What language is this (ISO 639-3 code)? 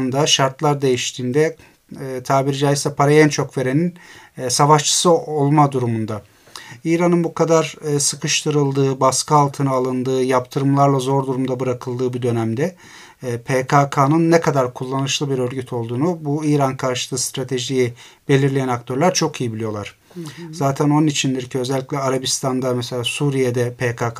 tur